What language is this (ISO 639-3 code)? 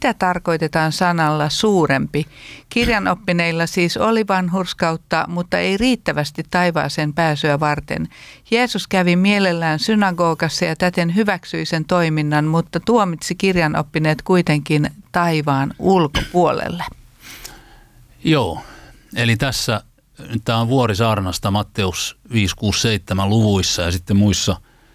fin